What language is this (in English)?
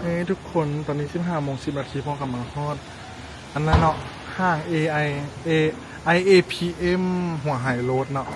Lao